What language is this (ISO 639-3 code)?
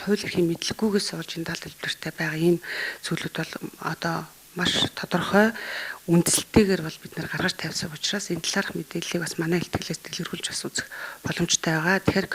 mon